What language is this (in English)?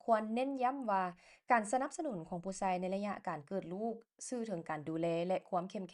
Lao